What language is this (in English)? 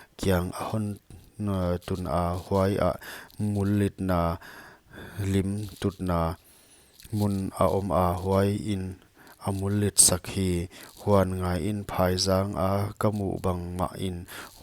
Paite Chin